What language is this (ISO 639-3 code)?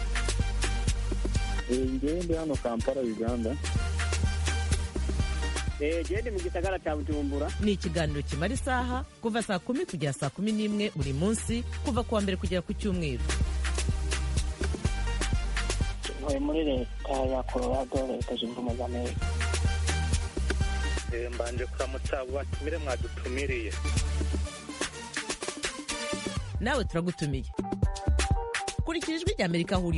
kin